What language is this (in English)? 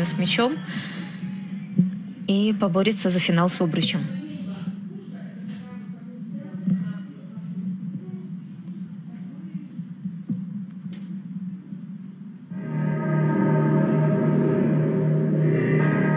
Russian